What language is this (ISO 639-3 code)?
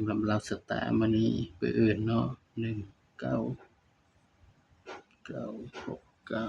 tts